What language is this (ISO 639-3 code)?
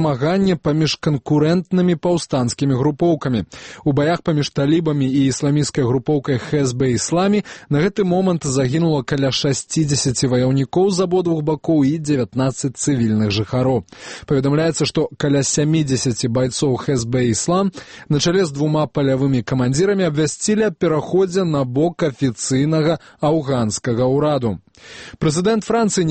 bel